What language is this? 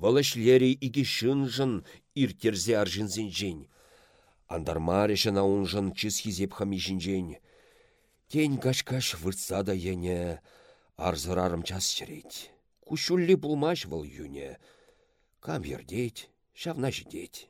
Chuvash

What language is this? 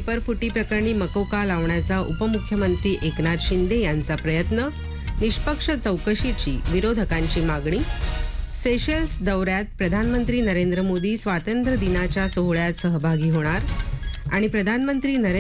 Marathi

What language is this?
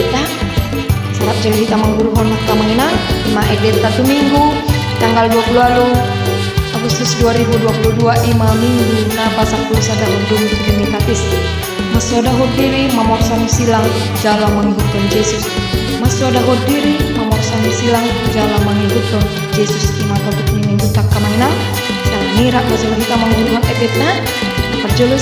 Batak Toba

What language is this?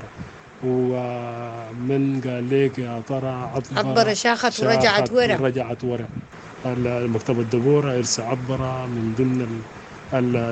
Sudanese Arabic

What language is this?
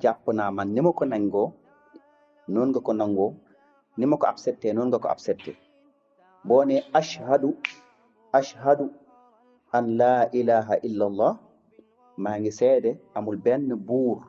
Wolof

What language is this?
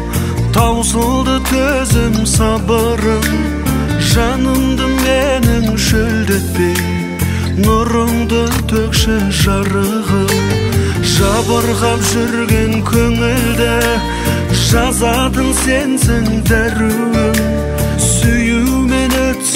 Kara-Kalpak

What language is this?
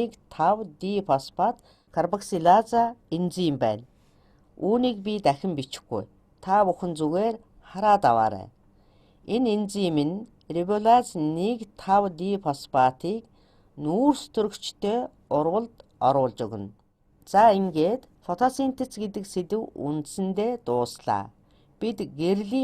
Mongolian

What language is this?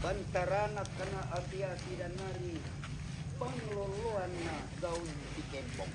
Toraja-Sa'dan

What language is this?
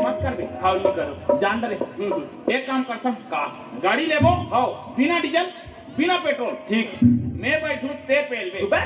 Chhattisgarhi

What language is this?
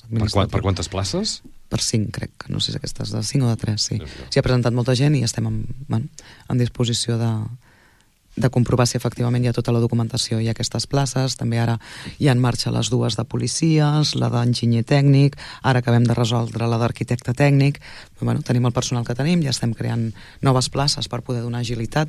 Catalan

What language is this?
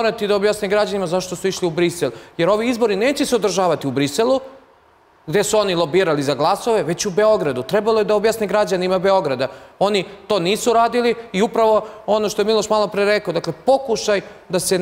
Serbian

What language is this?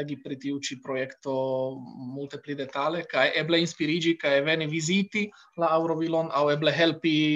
Esperanto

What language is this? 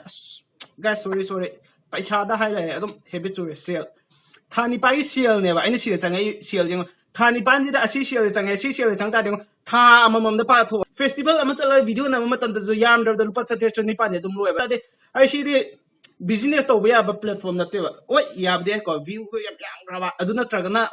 Manipuri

